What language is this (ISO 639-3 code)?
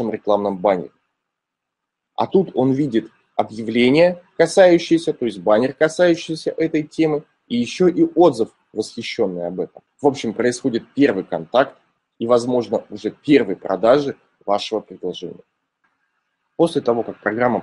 rus